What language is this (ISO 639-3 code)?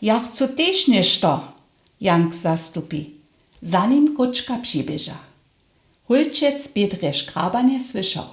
hsb